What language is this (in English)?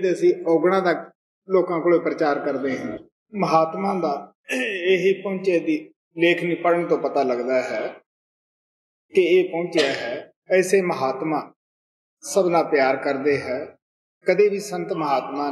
Punjabi